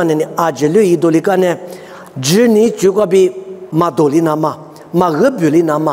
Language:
Lisu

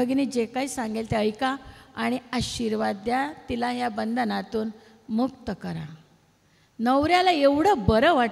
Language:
Marathi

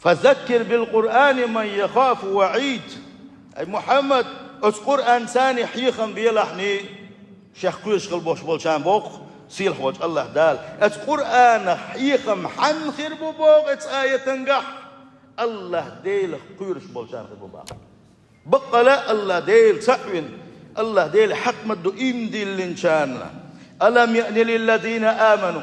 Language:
Chechen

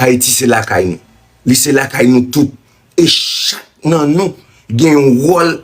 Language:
Haitian Creole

